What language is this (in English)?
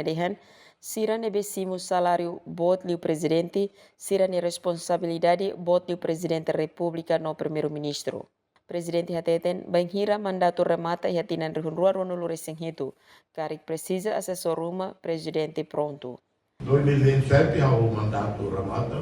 Tetum